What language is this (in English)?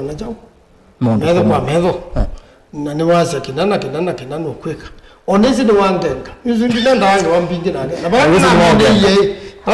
Kamba